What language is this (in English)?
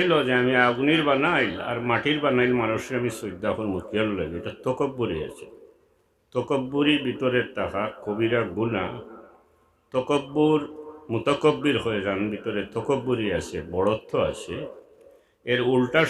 Sylheti